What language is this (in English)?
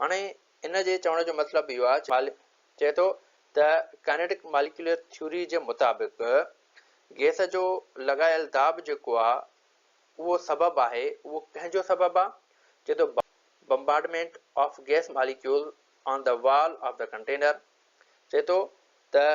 Sindhi